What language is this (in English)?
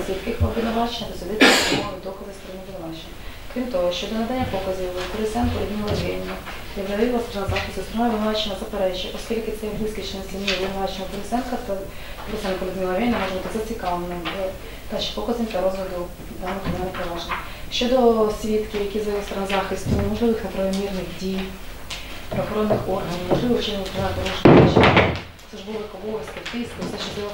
Ukrainian